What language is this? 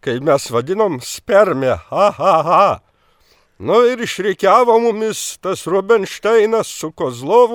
Lithuanian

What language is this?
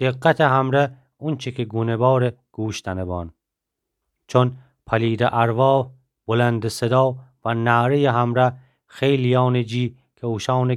Gilaki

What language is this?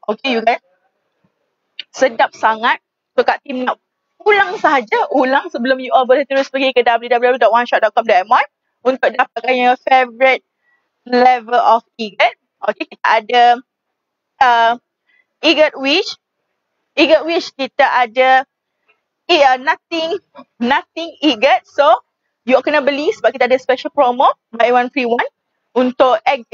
Malay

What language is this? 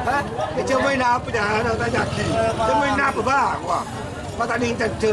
Madurese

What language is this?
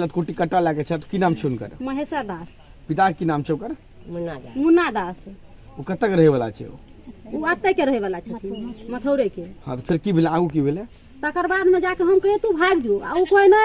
Maithili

